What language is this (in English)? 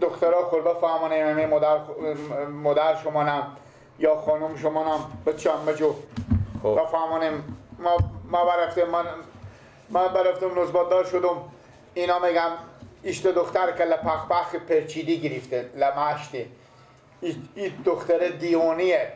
Persian